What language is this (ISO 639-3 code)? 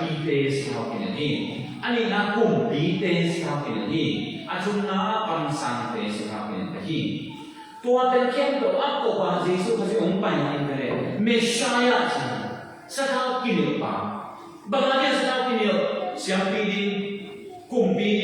ctd